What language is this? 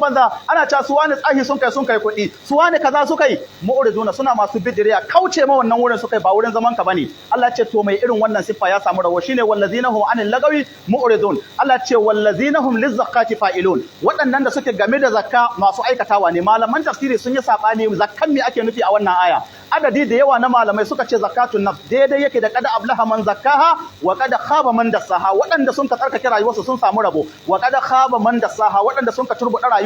Hausa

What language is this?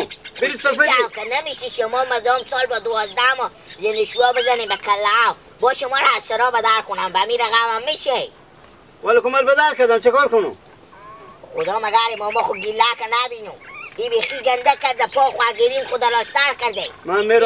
Hazaragi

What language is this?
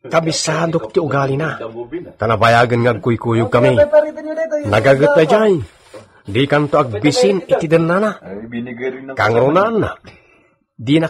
Iloko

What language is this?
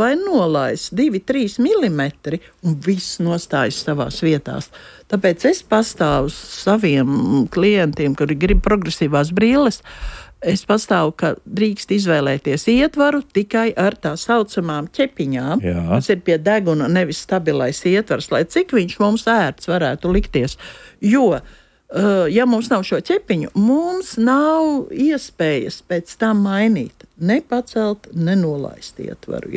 Latvian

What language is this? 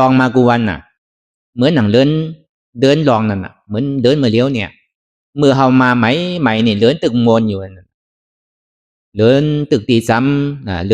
Shan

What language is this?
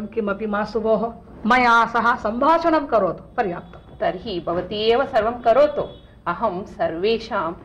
Sanskrit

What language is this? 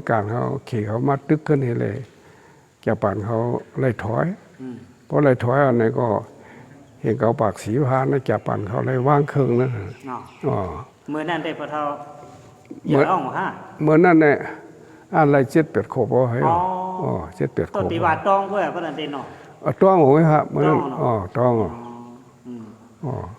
Shan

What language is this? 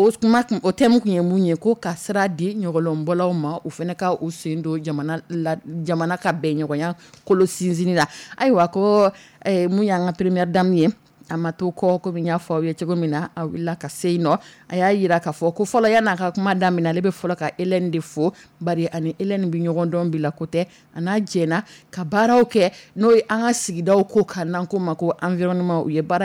Dyula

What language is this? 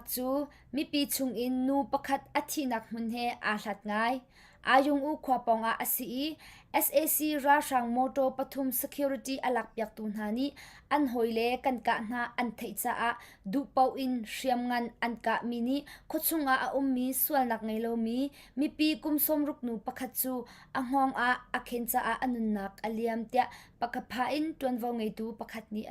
Hakha Chin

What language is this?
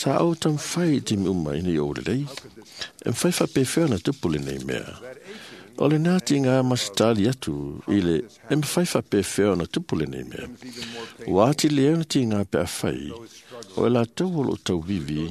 Samoan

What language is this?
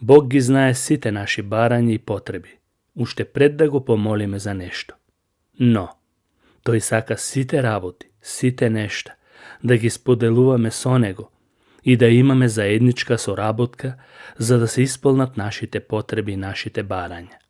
Macedonian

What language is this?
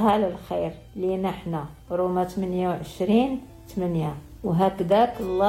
Moroccan Arabic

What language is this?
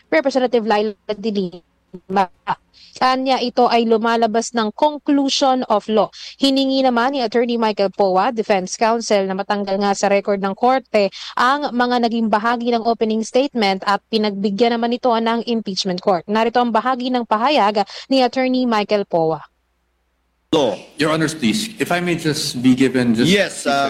Filipino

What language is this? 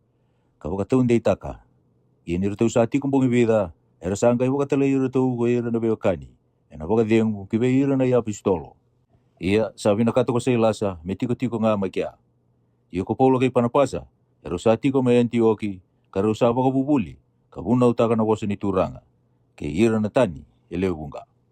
Fijian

